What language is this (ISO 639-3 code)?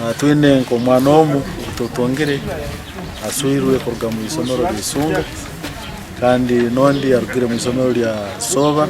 lug